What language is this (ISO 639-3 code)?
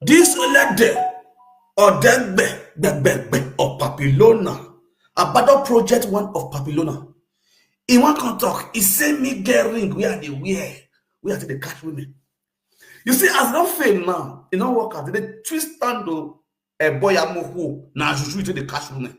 pcm